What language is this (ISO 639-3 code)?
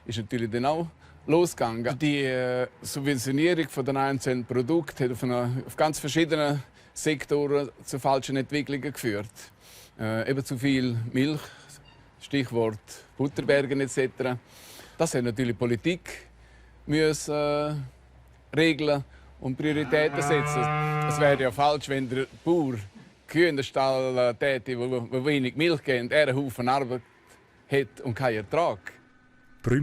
roh